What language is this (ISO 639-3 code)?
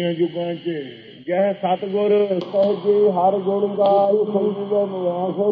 pan